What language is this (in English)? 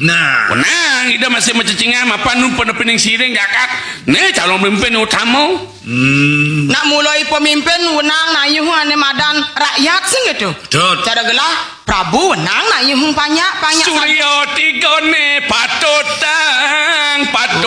Balinese